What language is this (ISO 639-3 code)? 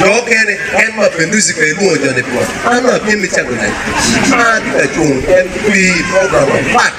ach